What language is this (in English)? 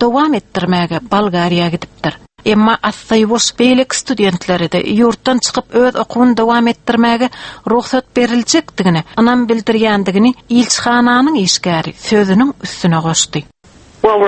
Turkmen